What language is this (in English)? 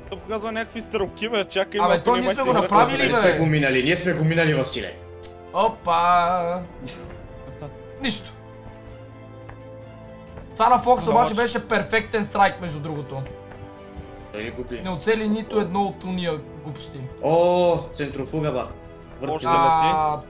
Bulgarian